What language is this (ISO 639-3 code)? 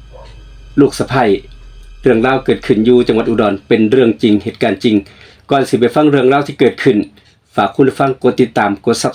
tts